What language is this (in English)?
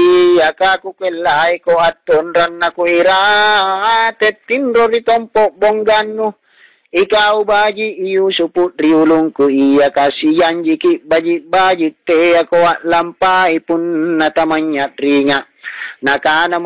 Makasar